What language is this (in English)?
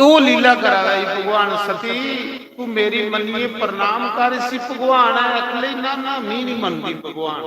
Dogri